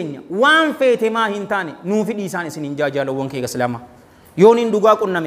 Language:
Oromo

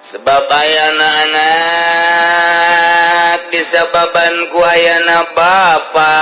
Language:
Sundanese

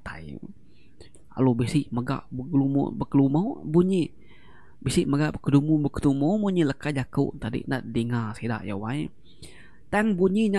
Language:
Iban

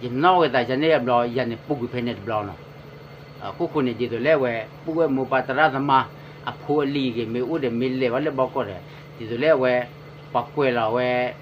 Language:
S'gaw Karen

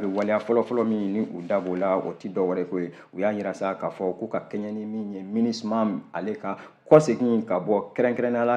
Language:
Bambara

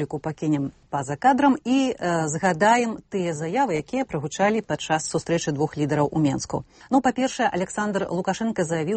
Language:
Belarusian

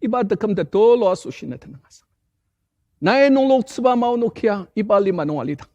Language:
Ao Naga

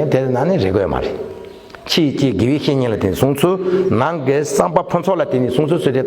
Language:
Tibetan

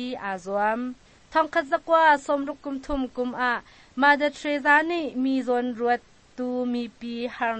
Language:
Hakha Chin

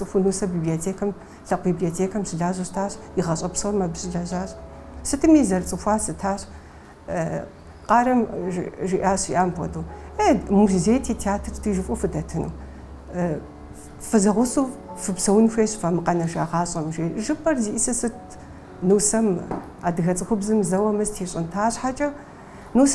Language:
Kabardian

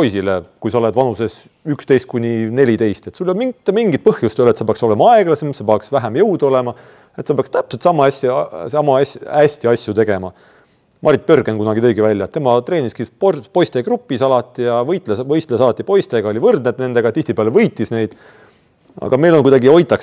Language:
Estonian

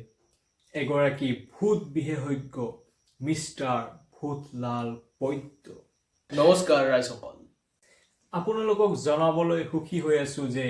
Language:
Assamese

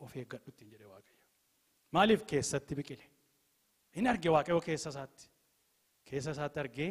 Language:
Oromo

